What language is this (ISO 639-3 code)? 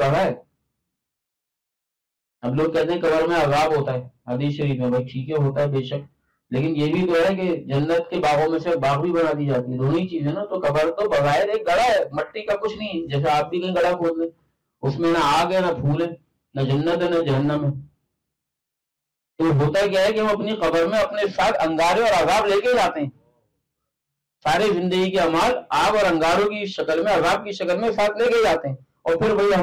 urd